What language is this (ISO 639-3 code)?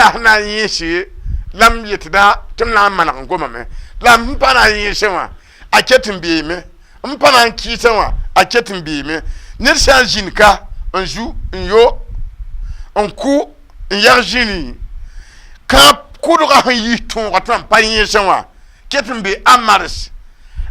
mos